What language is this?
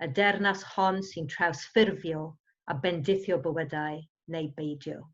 Welsh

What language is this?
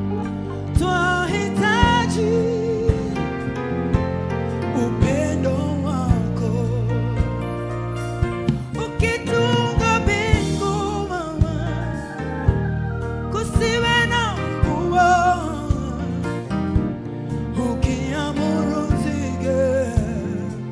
Swahili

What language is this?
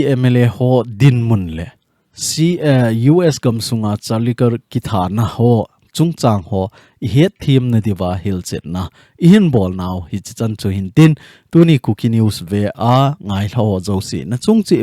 Thado Chin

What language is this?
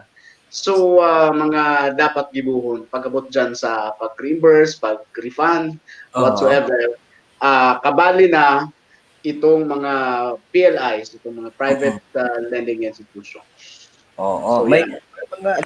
Bikol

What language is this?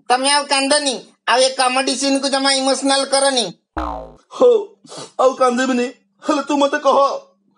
Odia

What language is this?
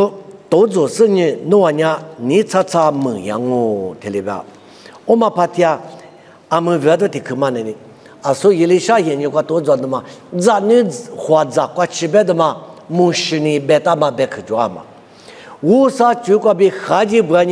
Lisu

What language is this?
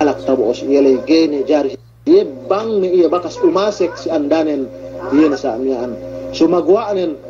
Yakan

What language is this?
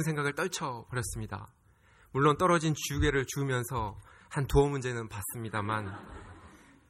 Korean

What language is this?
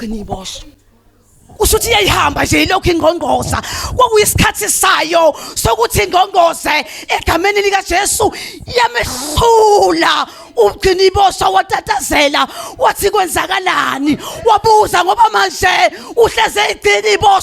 Zulu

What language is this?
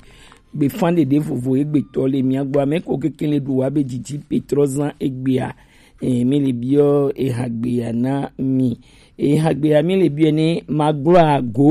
Gen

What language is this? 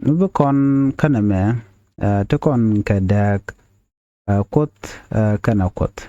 Nuer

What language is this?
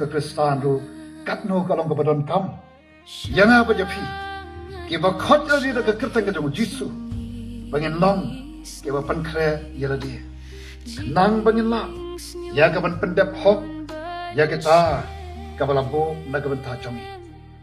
Khasi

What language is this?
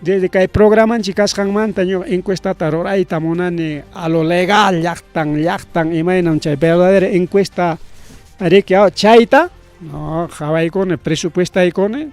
Ayacucho Quechua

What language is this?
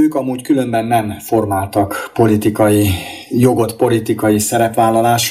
Hungarian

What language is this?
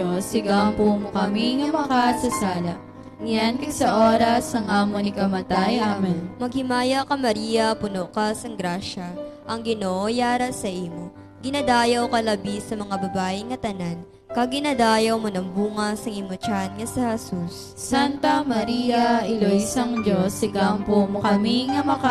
Hiligaynon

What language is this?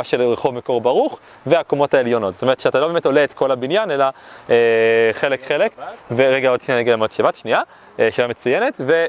Hebrew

